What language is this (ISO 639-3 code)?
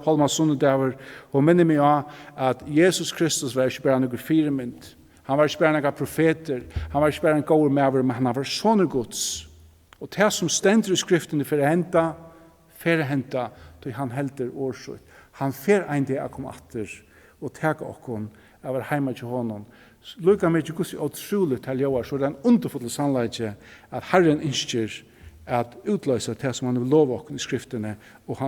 fao